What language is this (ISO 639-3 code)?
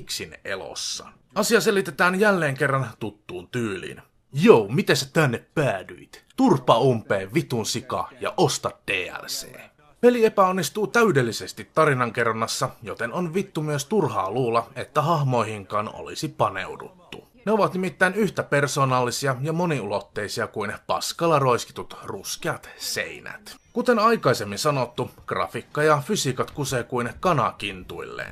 fin